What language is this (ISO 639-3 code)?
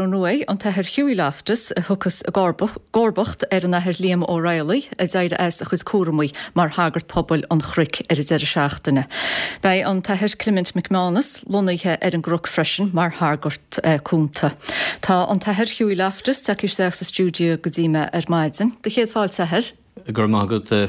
gle